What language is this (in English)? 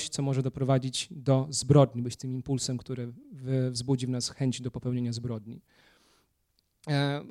Polish